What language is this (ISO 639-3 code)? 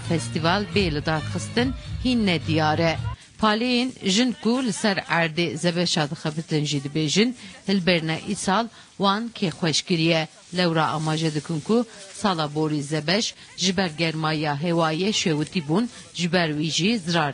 kur